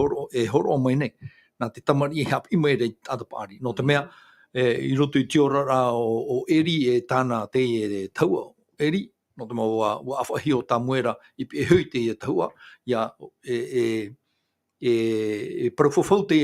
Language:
Tahitian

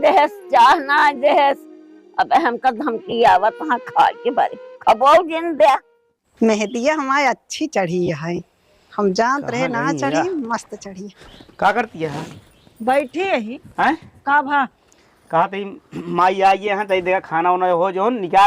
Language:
Awadhi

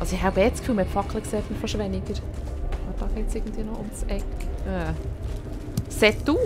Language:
Swiss German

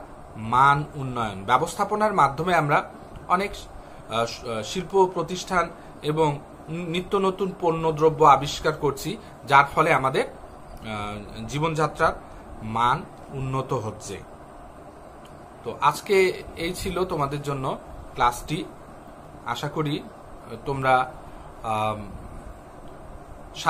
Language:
Bangla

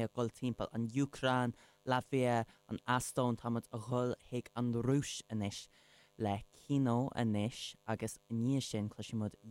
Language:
Irish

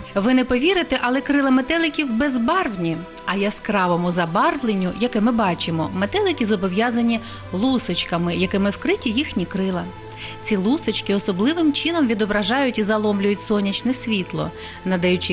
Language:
Ukrainian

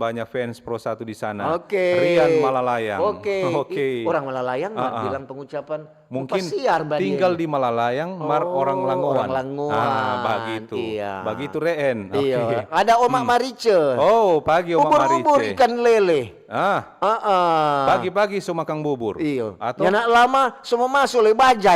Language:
Manado Malay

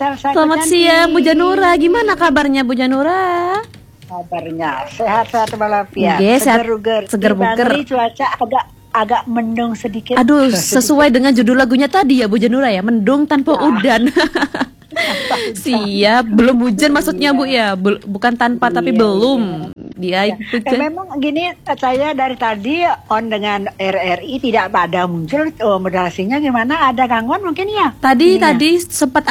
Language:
Indonesian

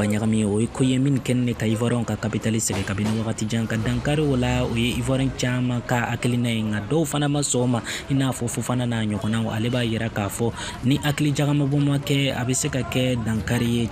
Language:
Bambara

